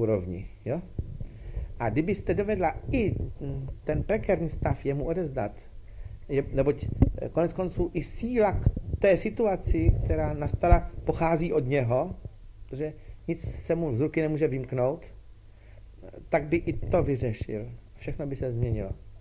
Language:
Czech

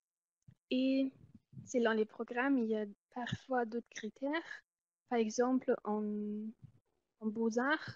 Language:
French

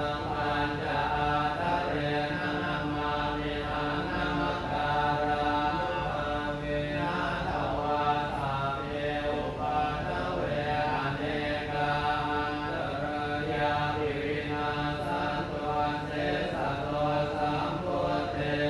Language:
Pali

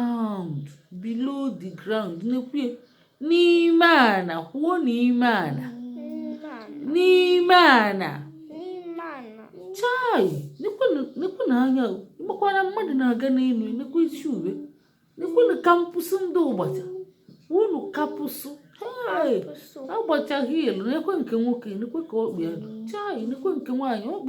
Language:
Igbo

